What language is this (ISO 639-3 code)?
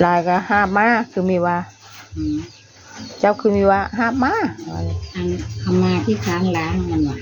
tts